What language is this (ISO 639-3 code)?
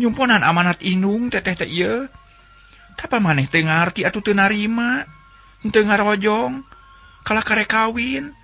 sun